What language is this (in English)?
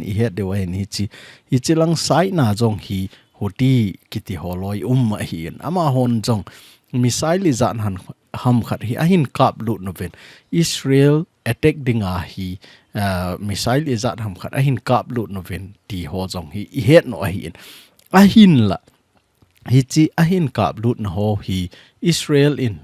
Thado Chin